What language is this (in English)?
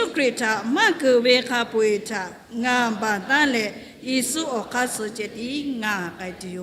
Lahu